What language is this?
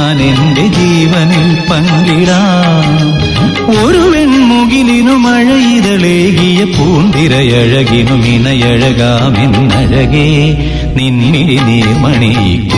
Malayalam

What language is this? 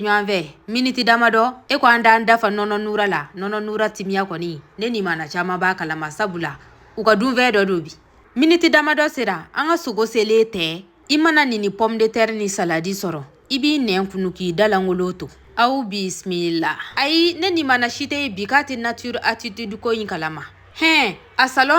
Bambara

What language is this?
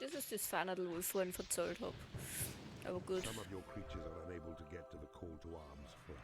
Bavarian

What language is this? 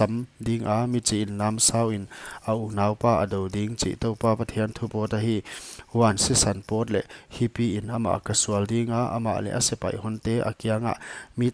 Paite Chin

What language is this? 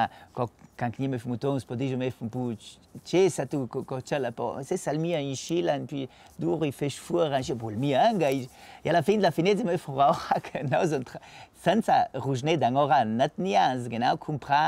Ladin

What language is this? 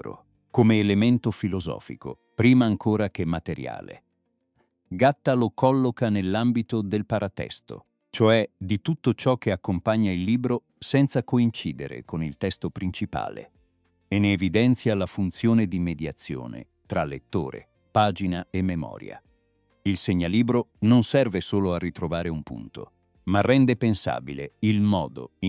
Italian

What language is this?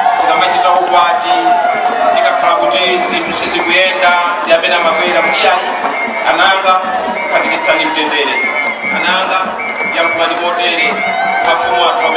Nyanja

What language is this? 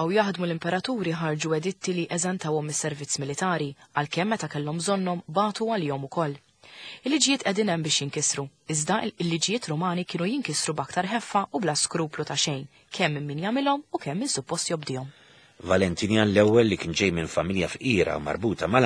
Maltese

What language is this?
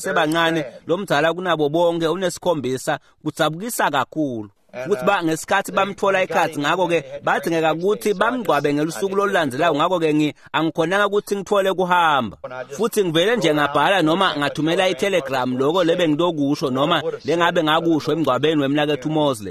Swati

